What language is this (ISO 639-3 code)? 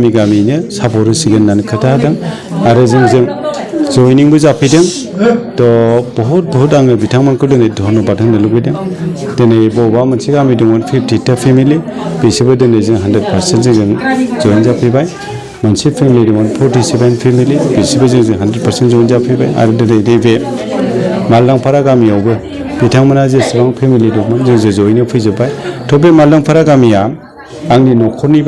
brx